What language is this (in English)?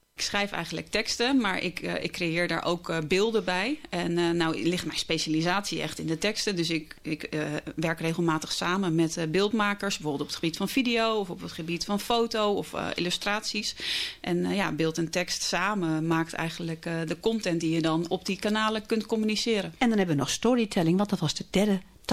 Dutch